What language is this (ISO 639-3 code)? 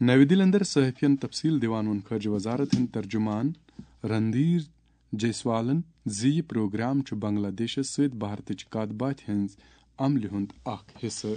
kas